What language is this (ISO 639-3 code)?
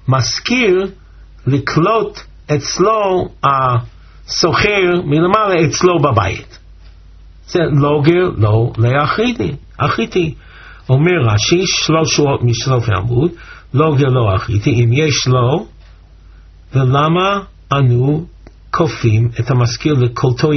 heb